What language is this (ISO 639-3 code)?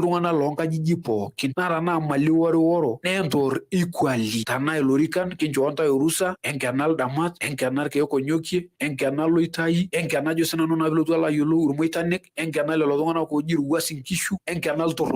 mas